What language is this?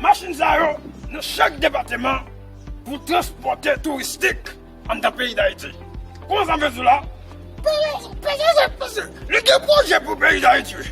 Haitian Creole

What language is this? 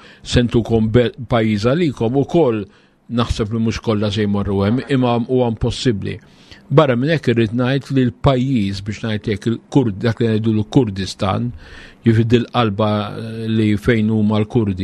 Maltese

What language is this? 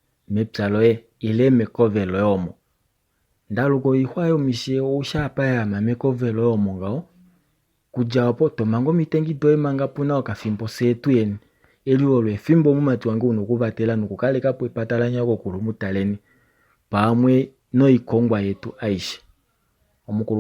Kuanyama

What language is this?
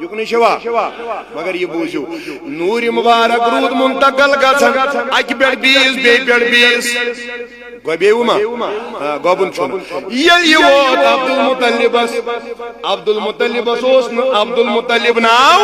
Kashmiri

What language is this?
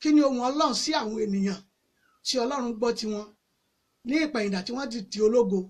Yoruba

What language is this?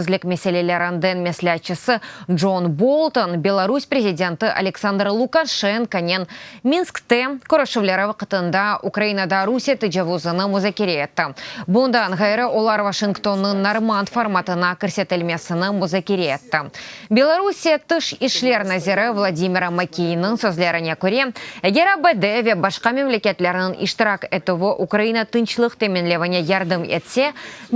Crimean Tatar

